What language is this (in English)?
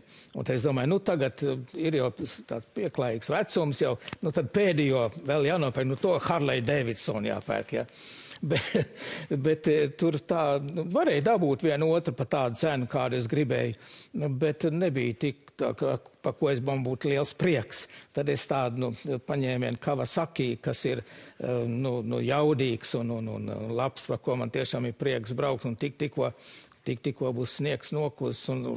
Latvian